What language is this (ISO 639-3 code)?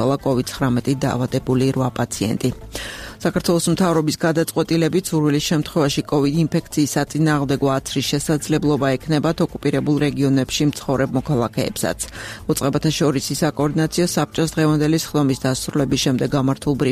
kat